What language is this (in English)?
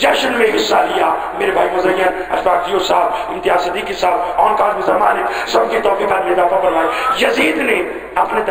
Urdu